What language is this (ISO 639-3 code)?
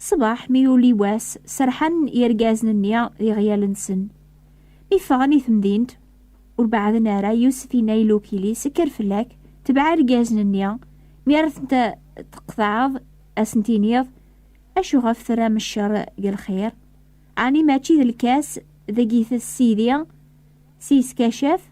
kab